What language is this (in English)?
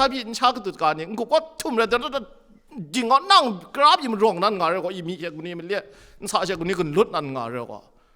Kachin